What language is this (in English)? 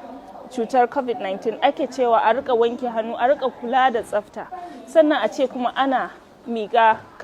Hausa